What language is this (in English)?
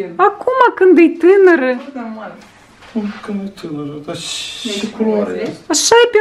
Romanian